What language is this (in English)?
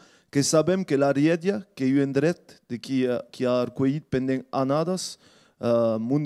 Occitan